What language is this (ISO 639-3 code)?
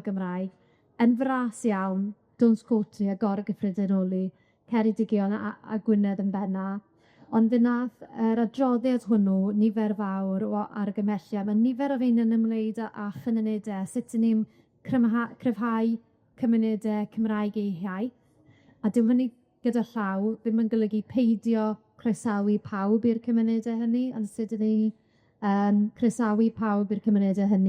cym